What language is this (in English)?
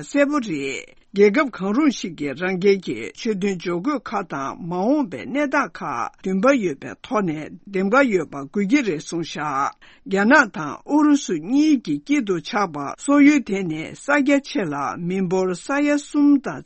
Tibetan